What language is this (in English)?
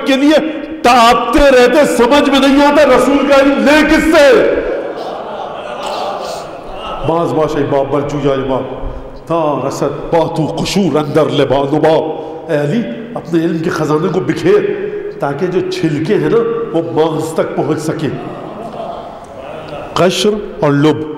Urdu